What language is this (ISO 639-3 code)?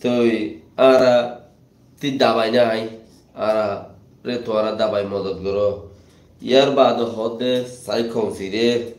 rhg